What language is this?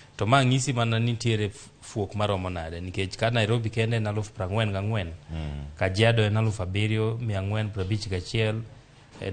Luo (Kenya and Tanzania)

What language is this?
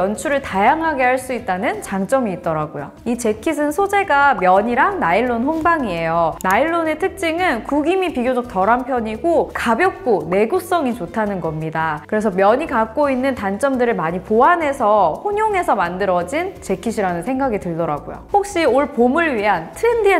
Korean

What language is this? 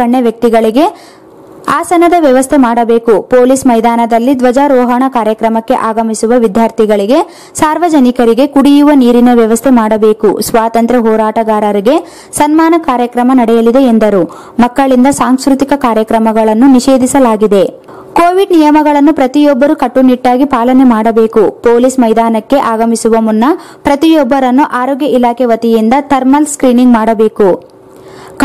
Kannada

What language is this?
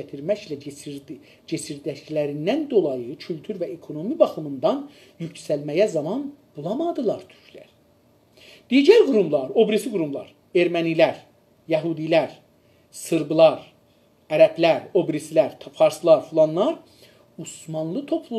South Azerbaijani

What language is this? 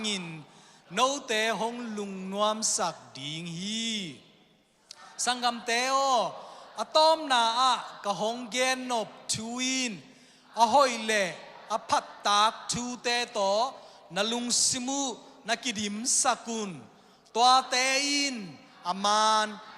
Tedim Chin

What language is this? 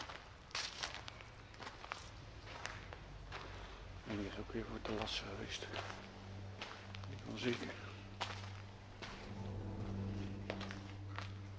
Dutch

